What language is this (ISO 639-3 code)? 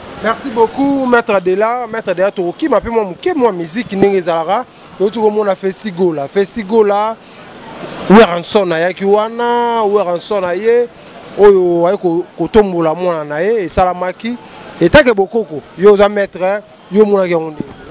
lin